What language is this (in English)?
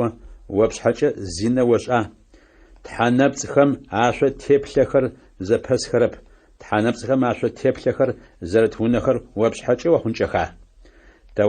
Adyghe